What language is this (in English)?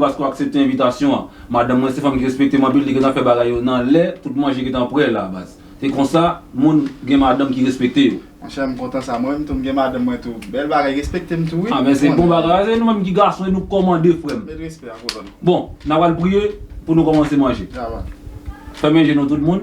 Haitian Creole